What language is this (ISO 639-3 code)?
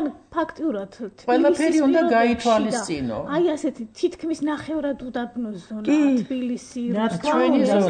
kat